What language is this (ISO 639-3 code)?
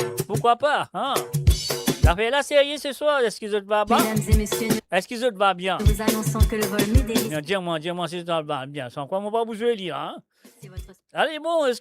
mfe